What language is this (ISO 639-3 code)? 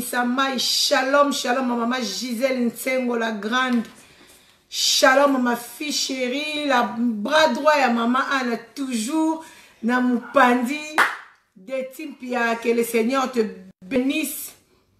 lin